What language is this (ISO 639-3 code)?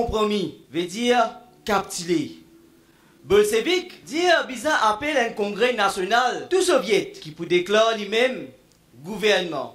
mfe